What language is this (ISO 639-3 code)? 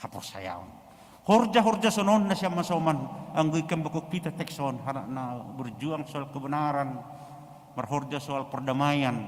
bts